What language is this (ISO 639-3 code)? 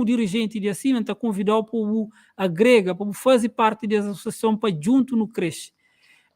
kea